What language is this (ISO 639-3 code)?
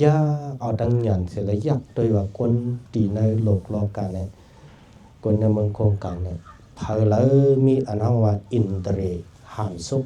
shn